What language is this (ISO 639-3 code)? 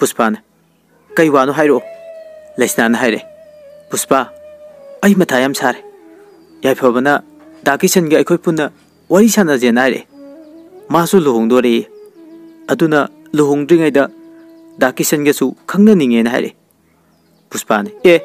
mni